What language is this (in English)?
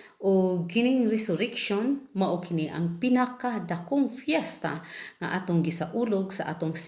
Cebuano